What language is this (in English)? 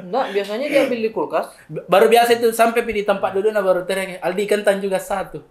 Makassar Malay